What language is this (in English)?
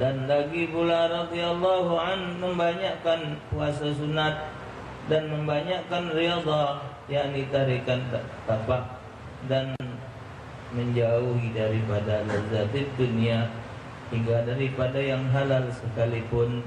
Musi